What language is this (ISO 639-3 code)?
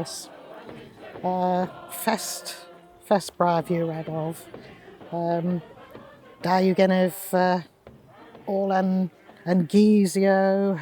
cor